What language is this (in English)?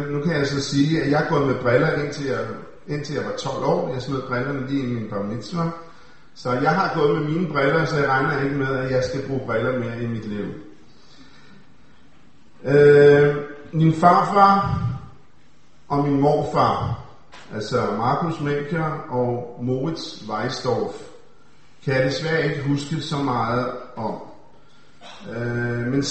Danish